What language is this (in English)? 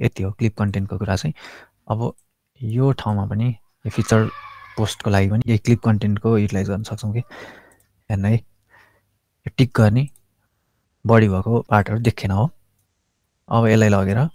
Nepali